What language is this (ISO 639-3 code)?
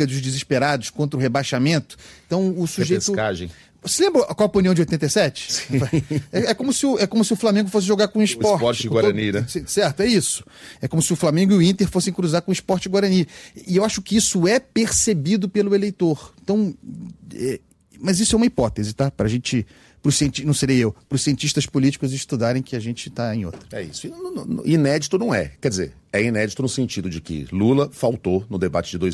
por